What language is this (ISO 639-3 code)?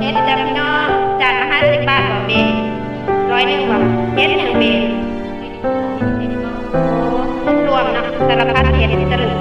tts